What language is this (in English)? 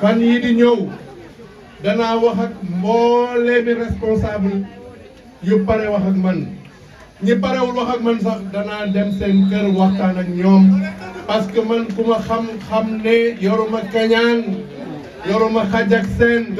Wolof